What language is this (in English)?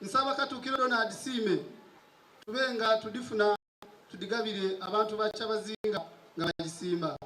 Soga